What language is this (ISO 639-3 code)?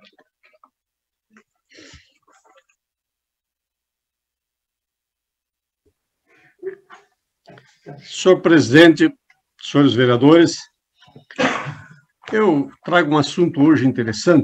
por